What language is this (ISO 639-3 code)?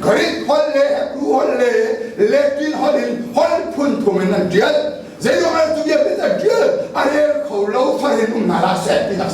cnh